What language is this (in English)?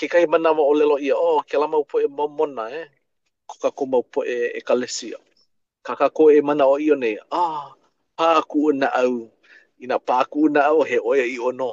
Hawaiian